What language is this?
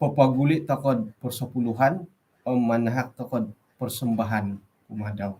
Central Dusun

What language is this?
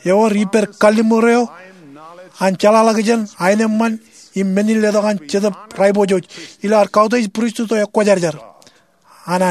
Marshallese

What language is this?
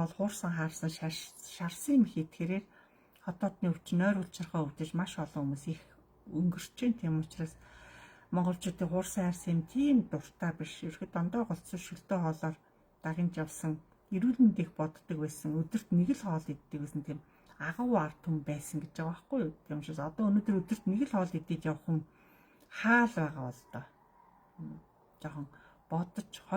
Mongolian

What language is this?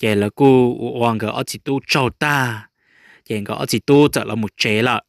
Hmong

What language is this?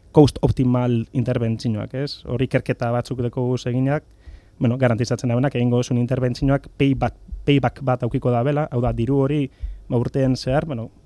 Basque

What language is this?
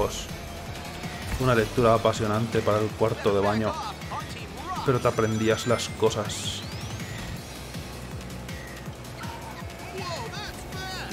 Spanish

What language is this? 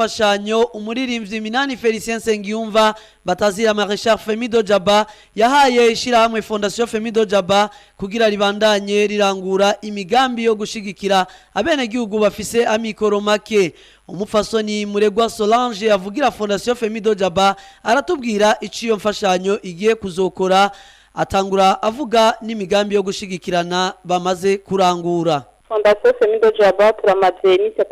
Rundi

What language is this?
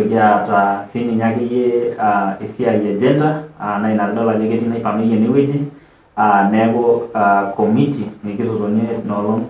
Masai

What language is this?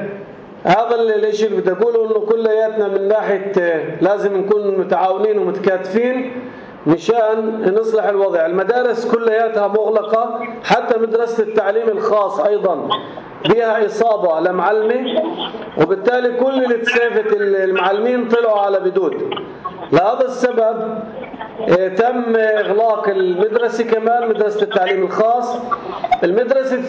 North Levantine Arabic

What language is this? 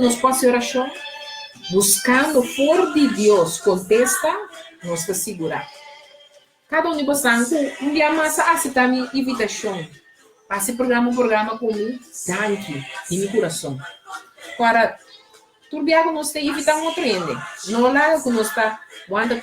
Papiamento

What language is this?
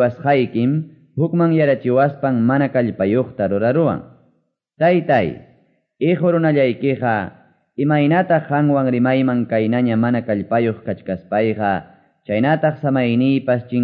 Quechua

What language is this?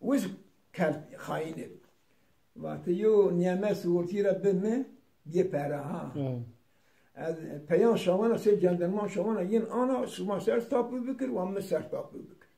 Zaza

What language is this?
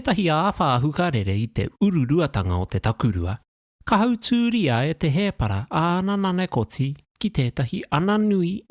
Māori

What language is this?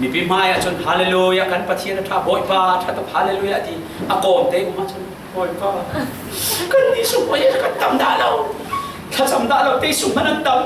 Falam Chin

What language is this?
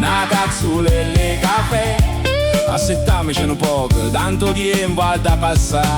Neapolitan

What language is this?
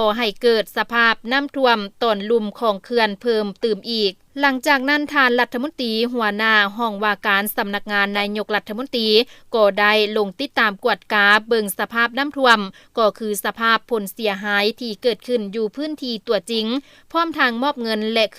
Lao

